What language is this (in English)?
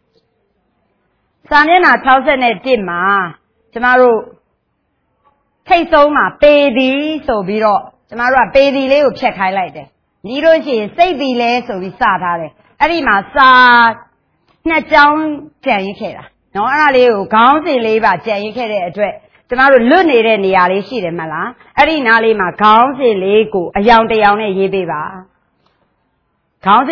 Burmese